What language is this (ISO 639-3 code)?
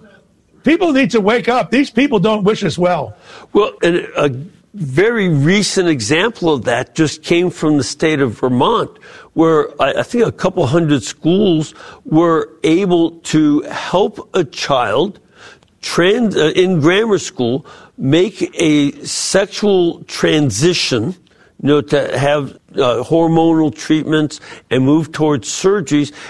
eng